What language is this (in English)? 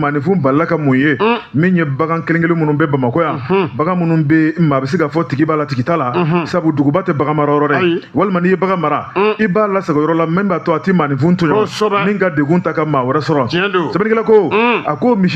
Bambara